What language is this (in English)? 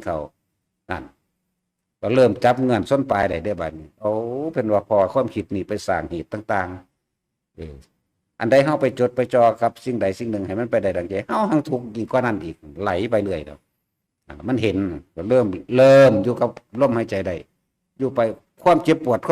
Northeastern Thai